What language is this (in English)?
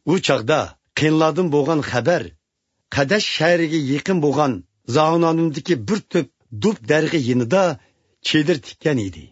Uyghur